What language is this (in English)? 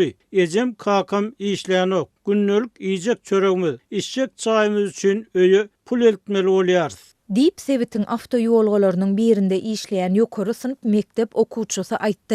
Turkmen